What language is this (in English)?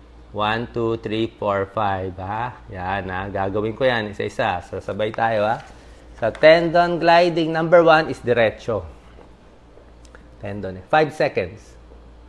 Filipino